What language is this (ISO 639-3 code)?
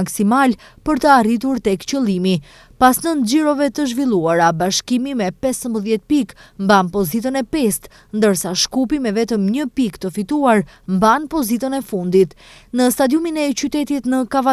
sqi